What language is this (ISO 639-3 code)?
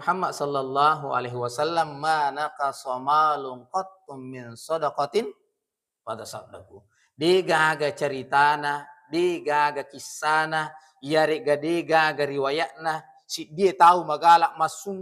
bug